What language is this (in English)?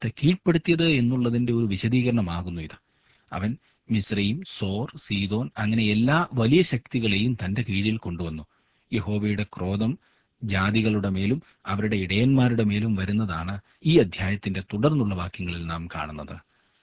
Malayalam